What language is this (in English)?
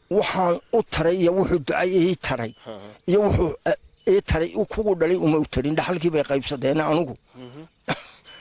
Somali